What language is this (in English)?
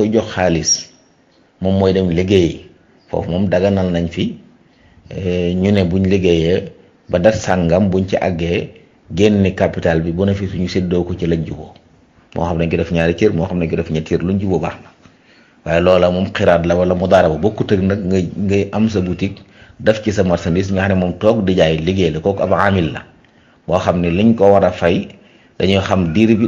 Wolof